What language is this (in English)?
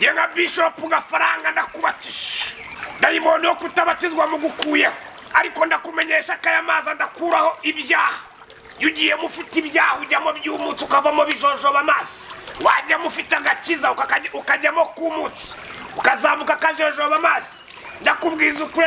Kinyarwanda